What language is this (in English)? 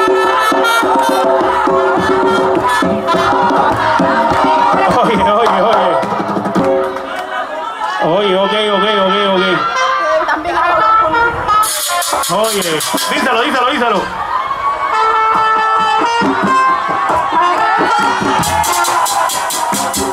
Spanish